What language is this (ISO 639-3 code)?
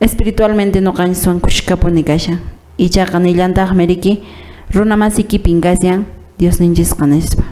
que